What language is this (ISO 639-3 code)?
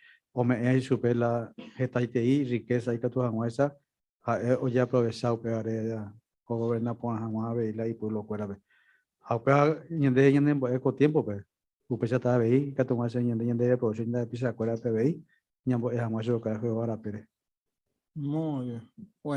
grn